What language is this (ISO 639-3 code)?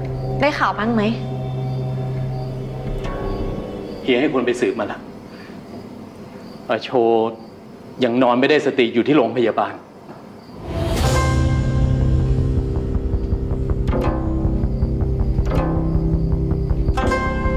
tha